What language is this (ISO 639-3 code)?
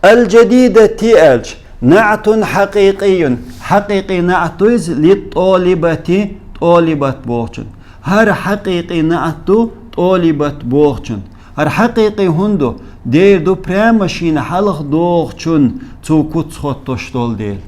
che